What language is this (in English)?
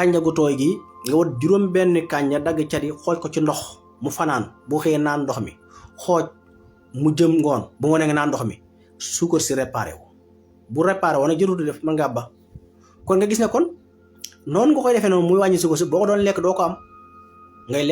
Wolof